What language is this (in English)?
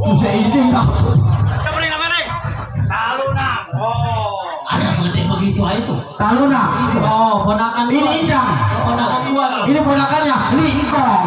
Betawi